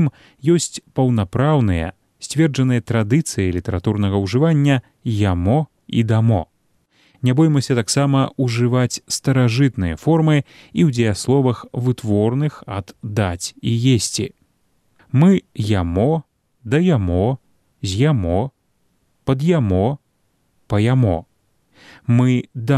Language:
Belarusian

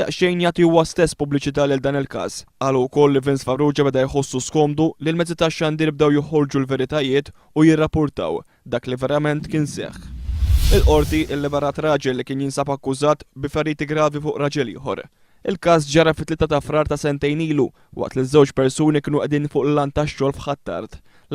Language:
Maltese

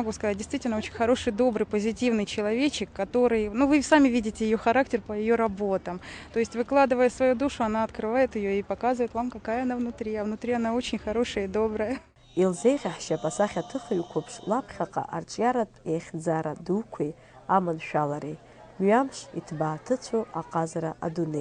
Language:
Abkhazian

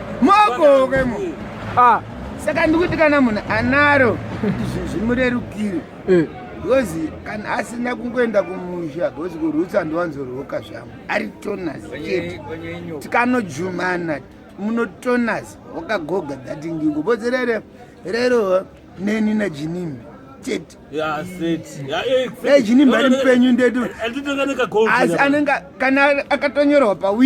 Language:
Shona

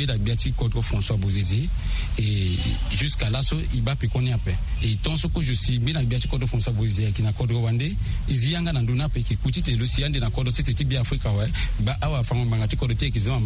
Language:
Sango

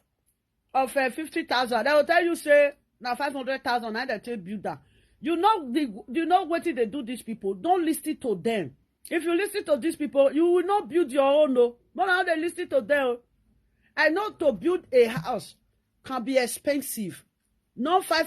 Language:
Nigerian Pidgin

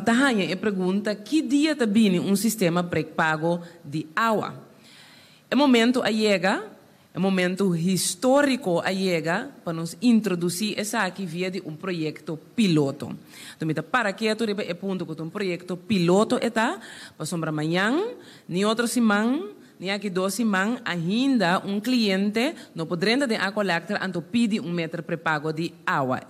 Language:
Papiamento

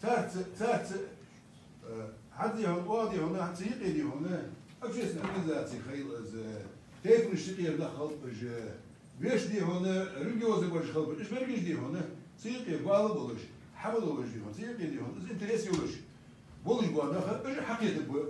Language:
Ingush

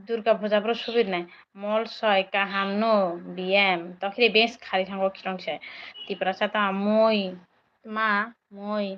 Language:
Kok Borok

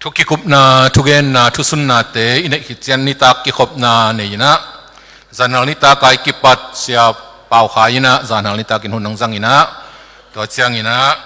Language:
Tedim Chin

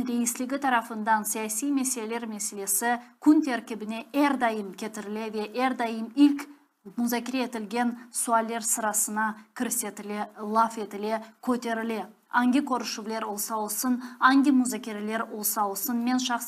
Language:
Crimean Tatar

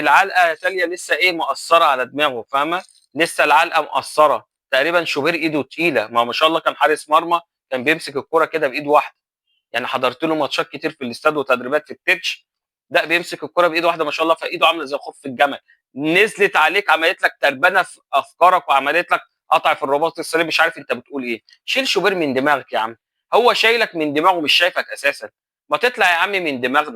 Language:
Egyptian Arabic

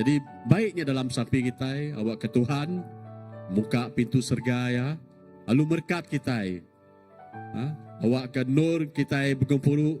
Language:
Iban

